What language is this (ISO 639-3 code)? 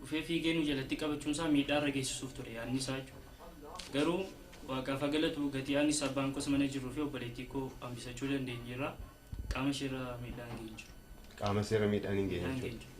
orm